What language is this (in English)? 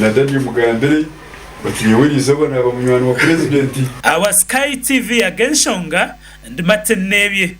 Nyankole